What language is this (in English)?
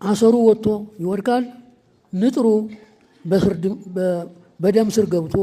Amharic